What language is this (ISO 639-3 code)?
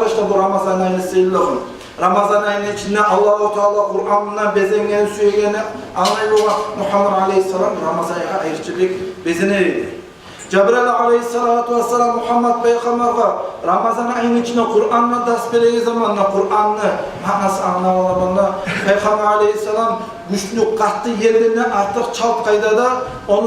kum